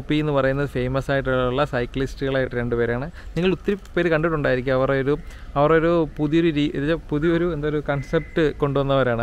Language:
Malayalam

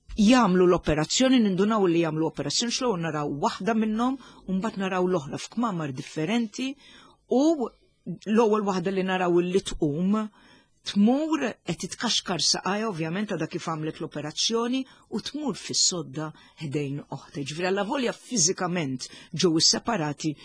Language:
Maltese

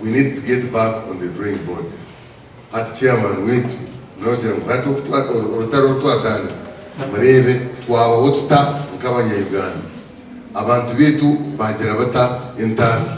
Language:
Nyankole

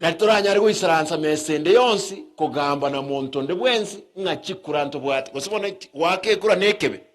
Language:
Gusii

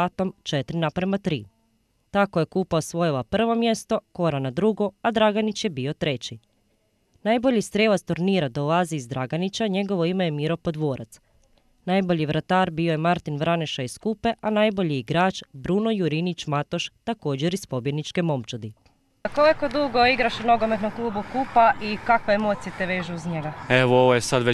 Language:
Croatian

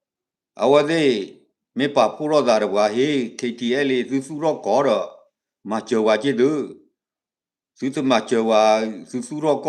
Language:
S'gaw Karen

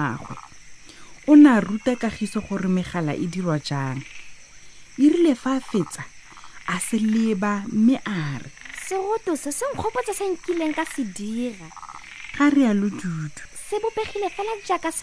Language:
Tswana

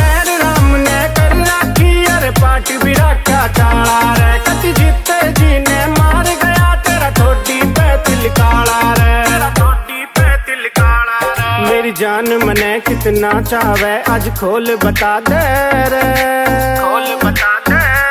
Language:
Haryanvi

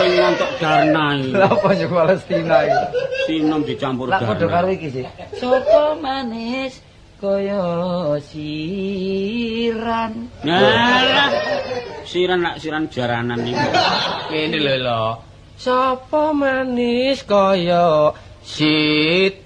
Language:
Javanese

